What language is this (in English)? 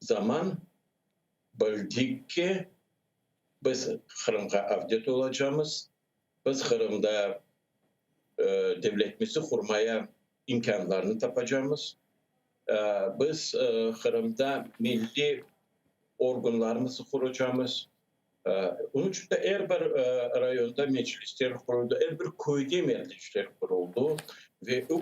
Crimean Tatar